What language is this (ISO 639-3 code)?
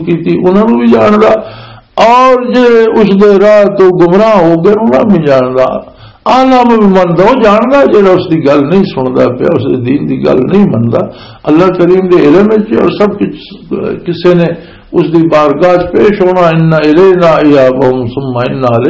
lah